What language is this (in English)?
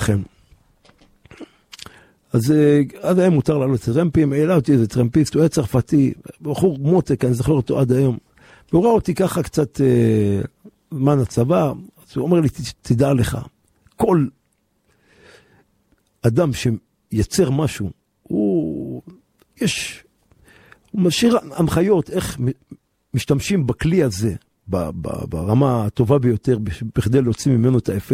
Hebrew